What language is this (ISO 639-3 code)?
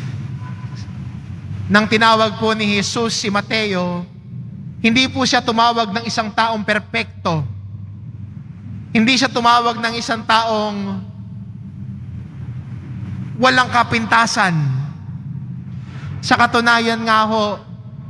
fil